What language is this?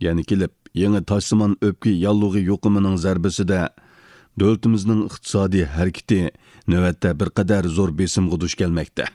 Uyghur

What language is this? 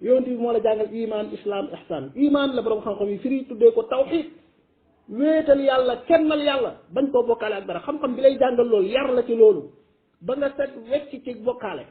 Wolof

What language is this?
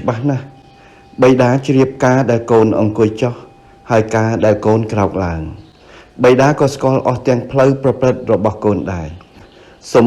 Khmer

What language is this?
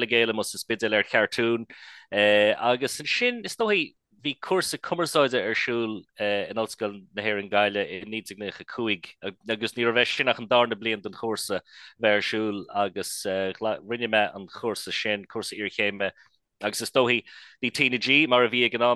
Irish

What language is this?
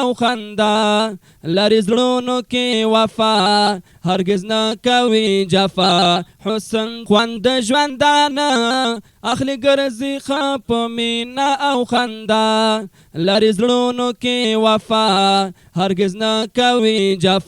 Pashto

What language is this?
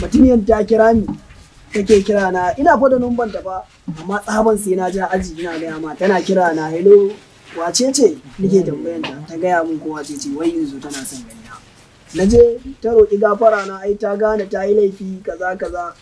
Hausa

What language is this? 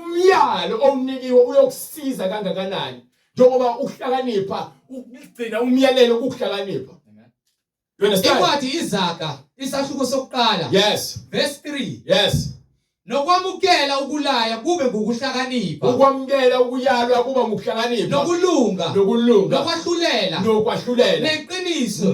Zulu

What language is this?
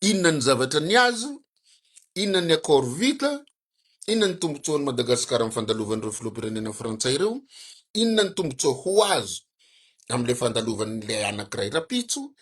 Malagasy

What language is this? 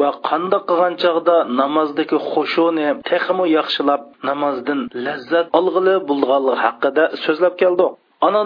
Uyghur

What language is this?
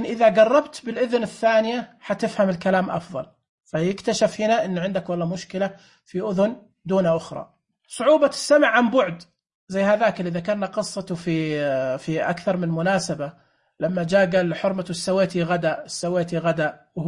Najdi Arabic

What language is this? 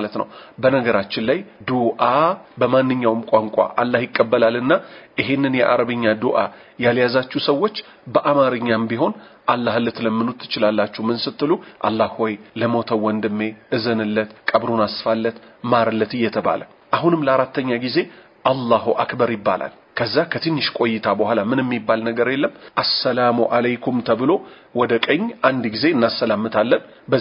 Amharic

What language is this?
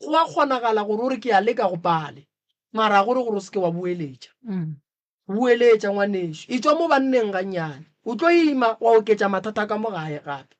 Northern Sotho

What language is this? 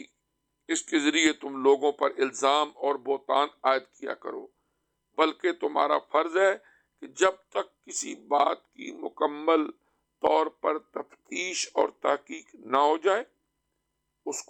Urdu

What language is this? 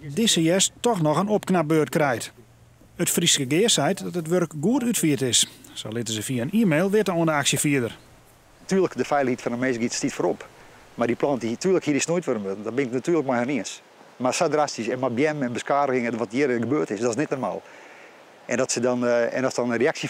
Western Frisian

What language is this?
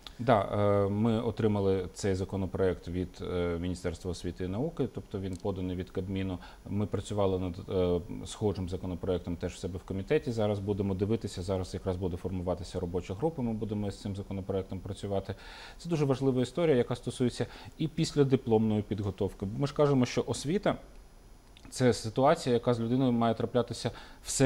Ukrainian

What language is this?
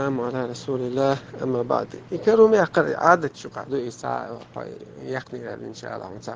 Chechen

